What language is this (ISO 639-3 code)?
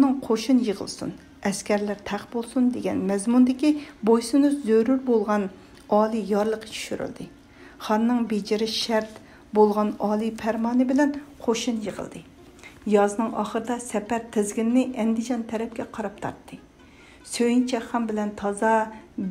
uig